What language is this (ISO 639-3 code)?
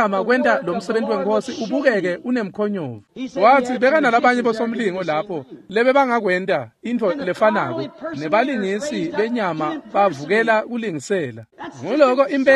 ssw